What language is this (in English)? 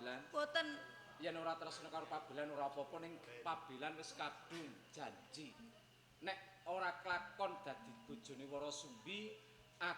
Javanese